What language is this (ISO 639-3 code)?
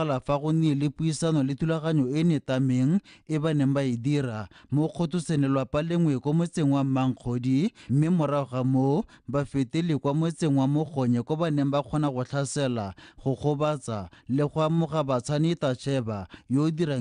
tsn